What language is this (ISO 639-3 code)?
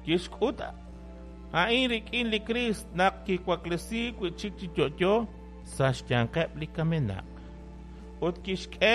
kek